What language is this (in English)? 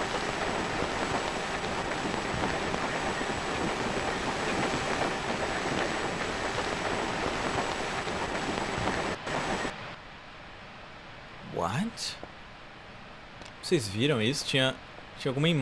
Portuguese